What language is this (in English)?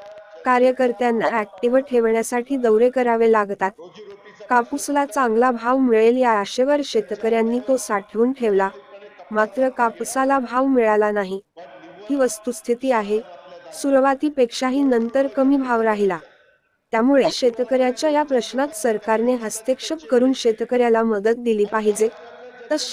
Marathi